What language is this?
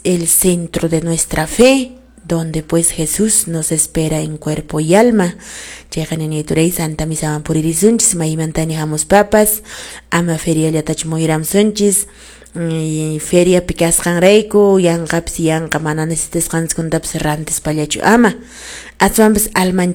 Quechua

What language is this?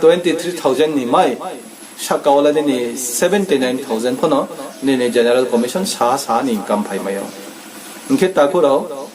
Riang (India)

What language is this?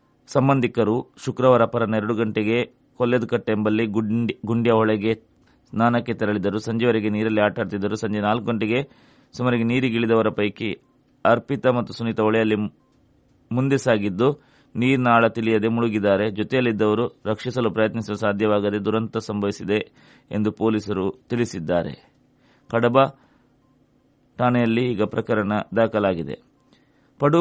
Kannada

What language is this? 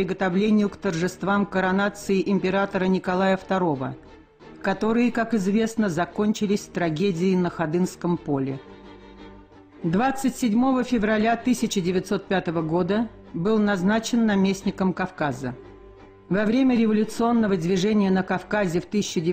Russian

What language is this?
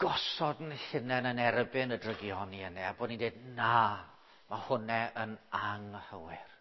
Welsh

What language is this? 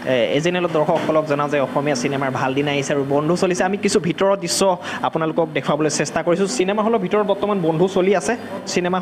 Assamese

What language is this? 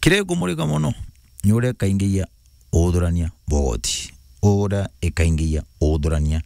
Meru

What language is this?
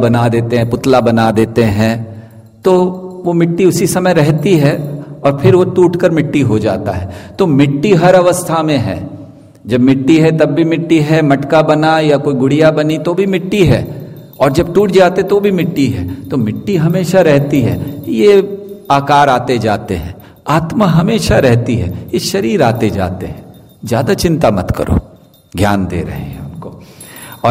Hindi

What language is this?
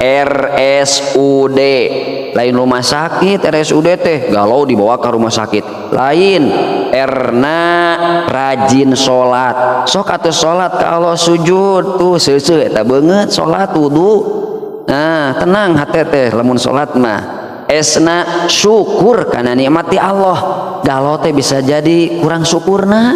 Sundanese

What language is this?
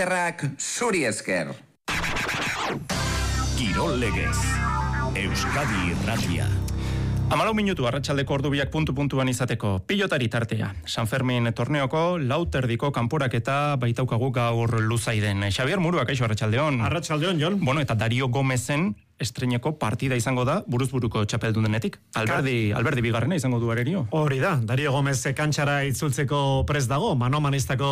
Basque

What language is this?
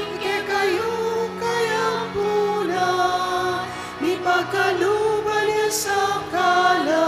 Pampanga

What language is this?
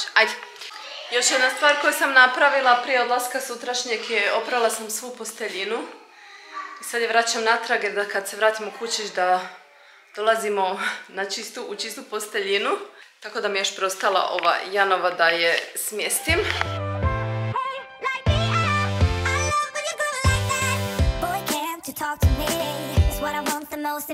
Croatian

